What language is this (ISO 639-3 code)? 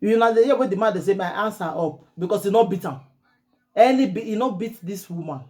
pcm